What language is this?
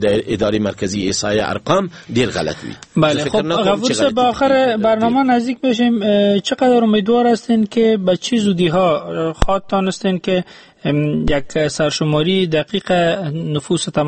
Persian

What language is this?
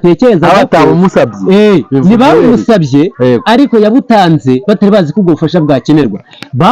Kinyarwanda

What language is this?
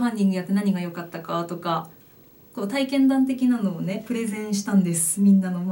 Japanese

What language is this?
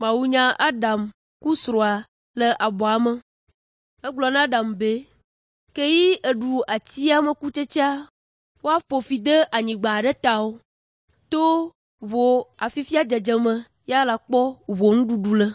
Ewe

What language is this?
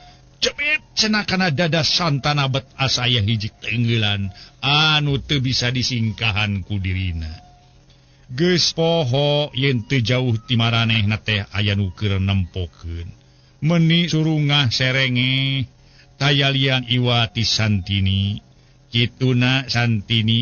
Sundanese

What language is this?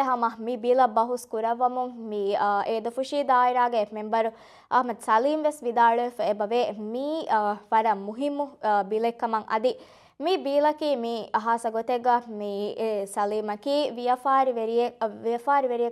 Divehi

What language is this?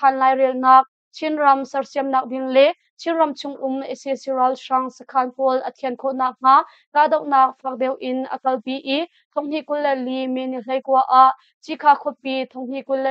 Hakha Chin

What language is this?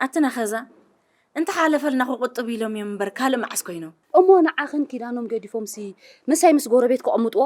Tigrinya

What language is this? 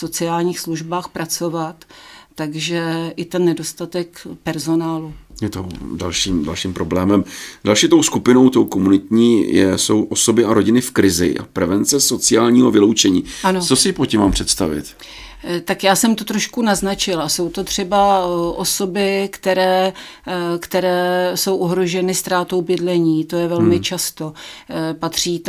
Czech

